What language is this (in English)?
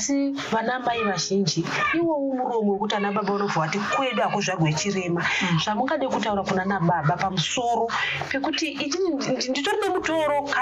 Shona